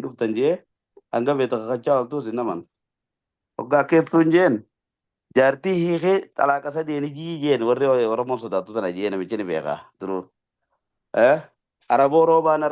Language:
Oromo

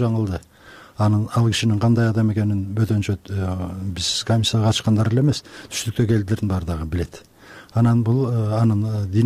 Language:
Kyrgyz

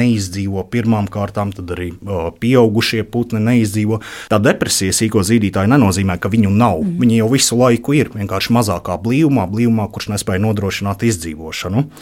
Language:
Latvian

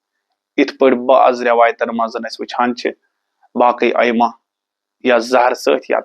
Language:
Kashmiri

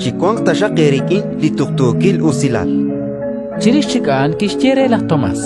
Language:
Kekchí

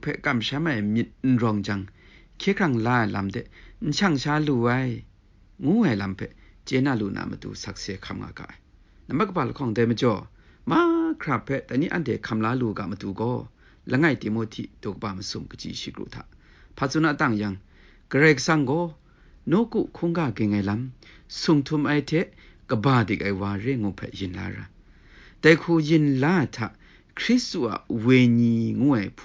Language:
Kachin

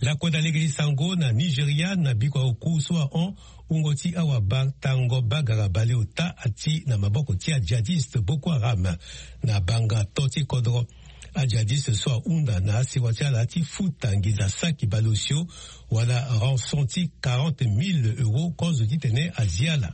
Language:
Sango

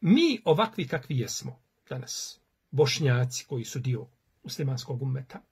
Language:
Bosnian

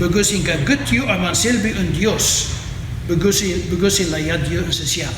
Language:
Kankanaey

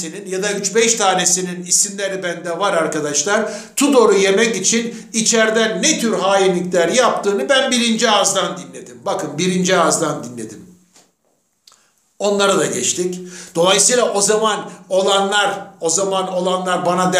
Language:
Turkish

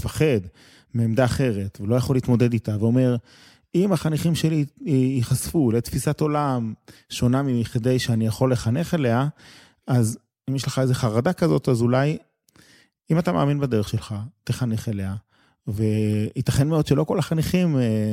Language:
Hebrew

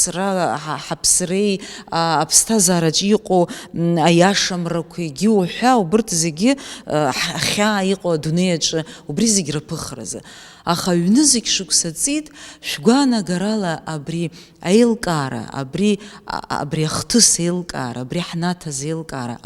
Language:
Abkhazian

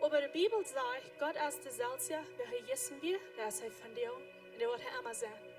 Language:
Plautdietsch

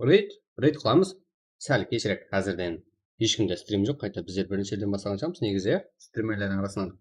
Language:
Kara-Kalpak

